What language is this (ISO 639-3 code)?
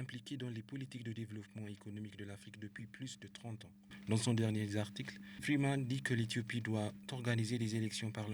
fra